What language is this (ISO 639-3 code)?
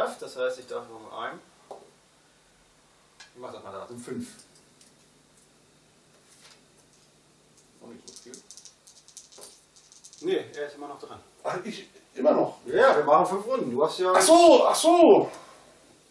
deu